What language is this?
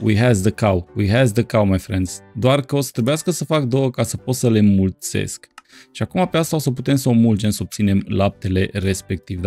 Romanian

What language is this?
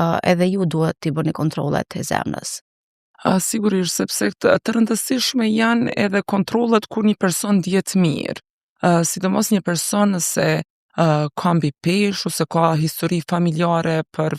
Albanian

